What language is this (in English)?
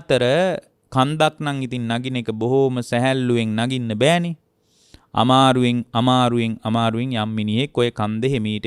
Sinhala